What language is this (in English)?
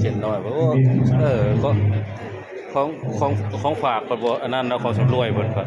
Northeastern Thai